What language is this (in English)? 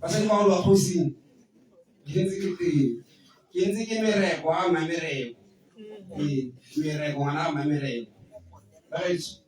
Tswana